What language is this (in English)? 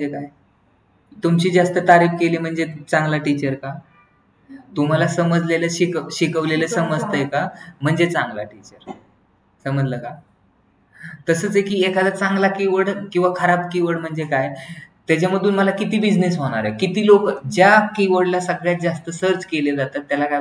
Marathi